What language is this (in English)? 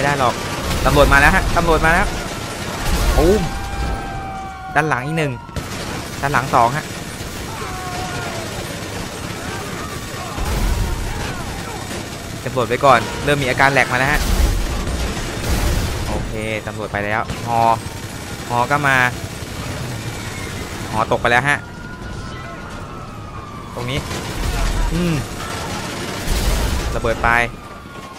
Thai